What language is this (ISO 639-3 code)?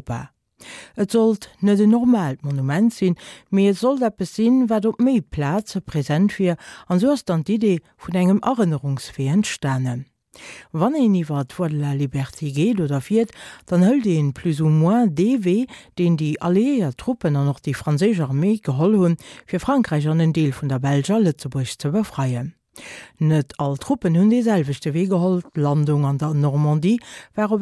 ltz